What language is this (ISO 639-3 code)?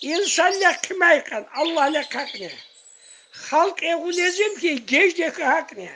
tkr